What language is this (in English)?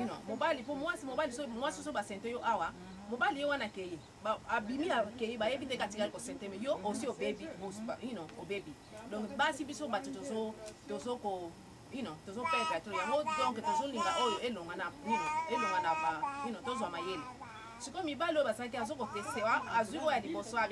Lingala